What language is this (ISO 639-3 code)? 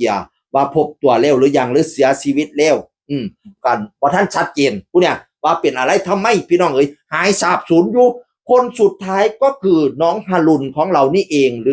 tts